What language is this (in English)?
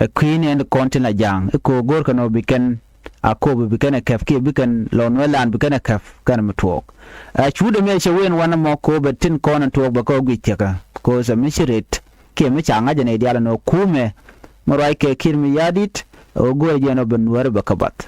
Nuer